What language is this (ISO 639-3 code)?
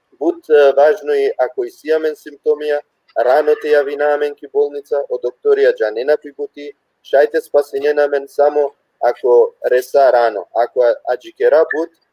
rmn